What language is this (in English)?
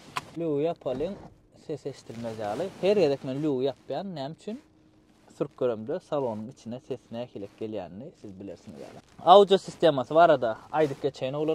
Turkmen